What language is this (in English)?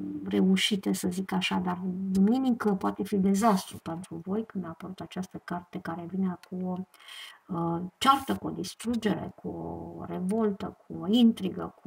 Romanian